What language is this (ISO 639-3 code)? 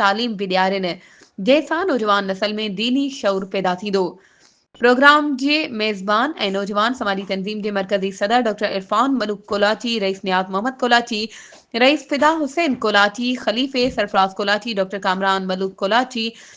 snd